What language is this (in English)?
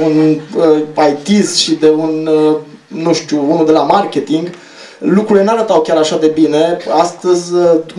Romanian